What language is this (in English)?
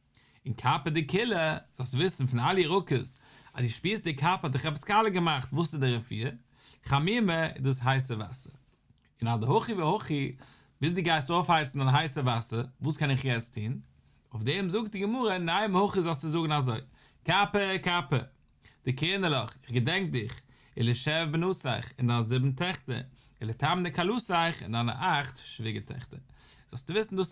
Yiddish